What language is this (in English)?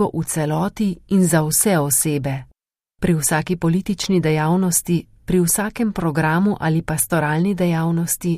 Slovenian